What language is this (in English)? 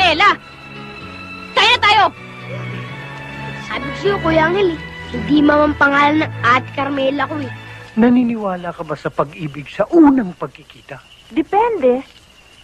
Filipino